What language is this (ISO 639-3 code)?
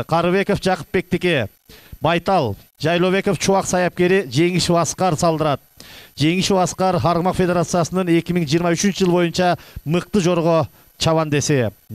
kir